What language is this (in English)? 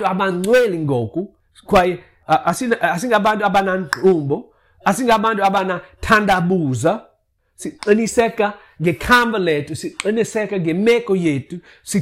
Xhosa